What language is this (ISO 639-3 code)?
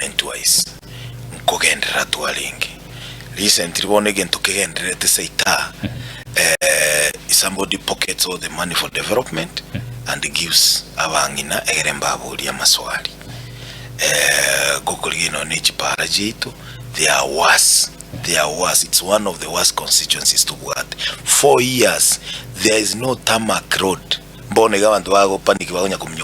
guz